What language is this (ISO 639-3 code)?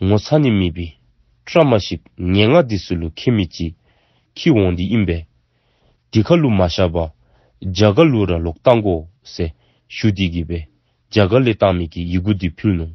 dzo